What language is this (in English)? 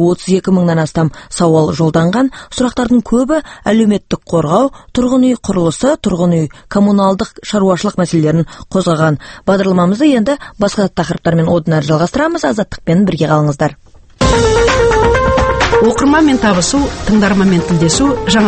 Kazakh